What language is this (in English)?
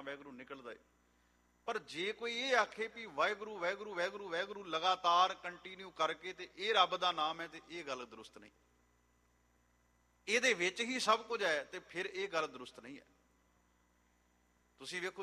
Punjabi